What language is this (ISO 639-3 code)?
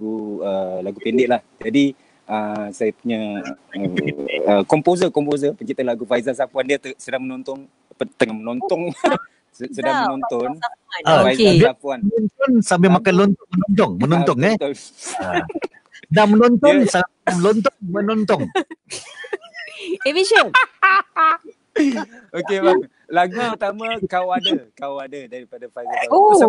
msa